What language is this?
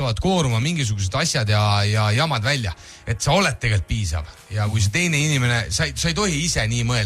Estonian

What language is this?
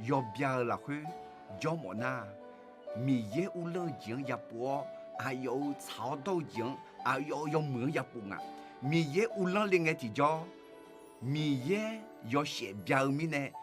Akha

